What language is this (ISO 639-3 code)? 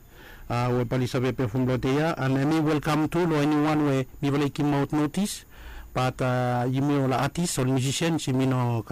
bis